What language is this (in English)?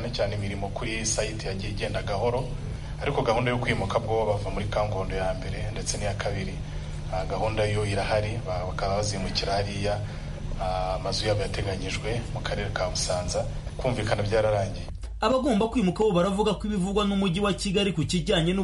Kinyarwanda